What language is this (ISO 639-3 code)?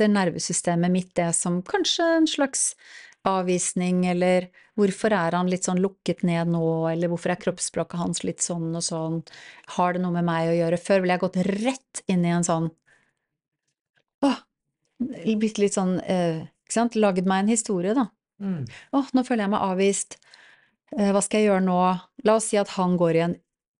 nor